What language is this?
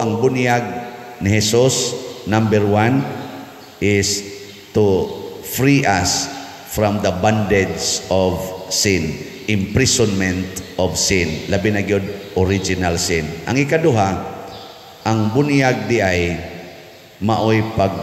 Cebuano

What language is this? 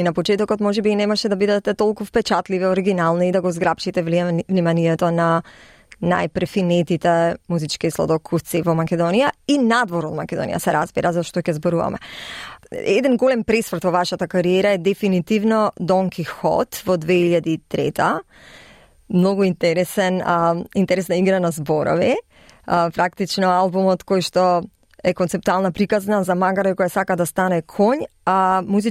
Macedonian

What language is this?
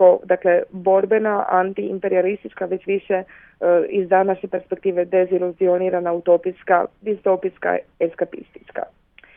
Serbian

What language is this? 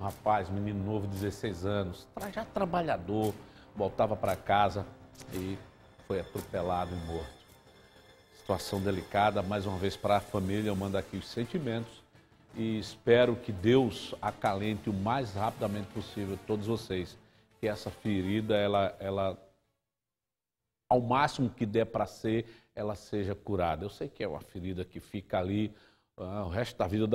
Portuguese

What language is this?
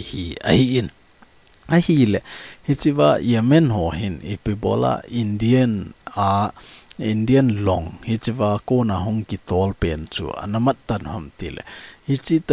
Thado Chin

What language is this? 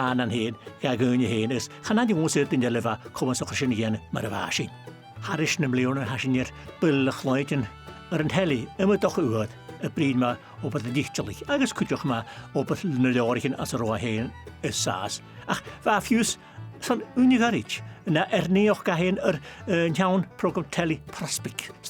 Scottish Gaelic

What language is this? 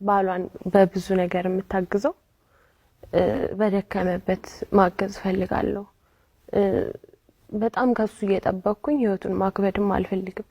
Amharic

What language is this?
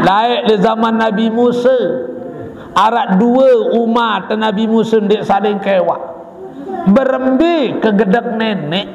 Sasak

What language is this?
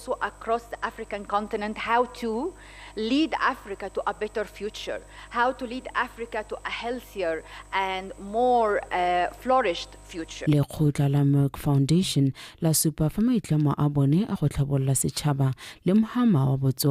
Tswana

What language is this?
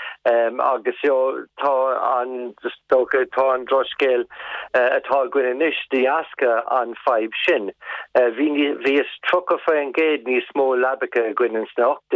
Irish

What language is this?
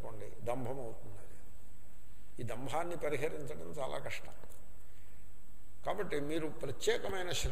Telugu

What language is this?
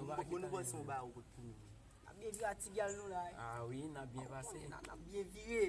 Haitian Creole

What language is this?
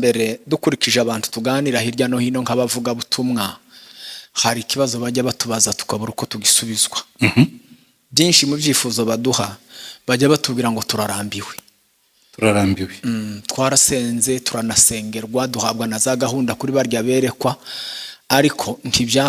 Kinyarwanda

